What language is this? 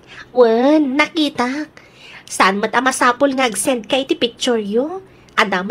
Iloko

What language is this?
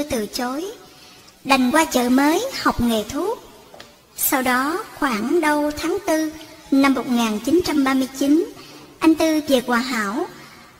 Vietnamese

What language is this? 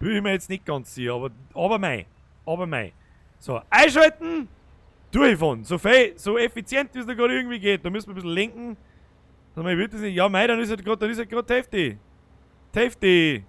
Bavarian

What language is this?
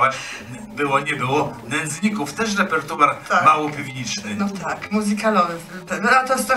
Polish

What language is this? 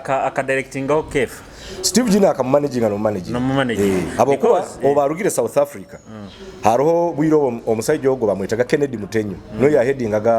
Nyoro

